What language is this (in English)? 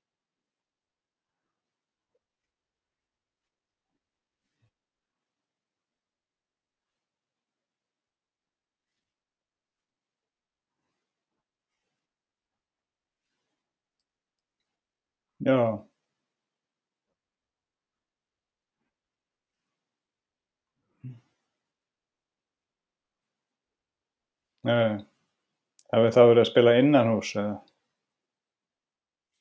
Icelandic